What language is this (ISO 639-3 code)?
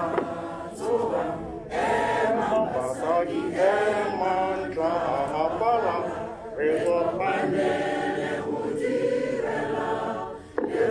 tsn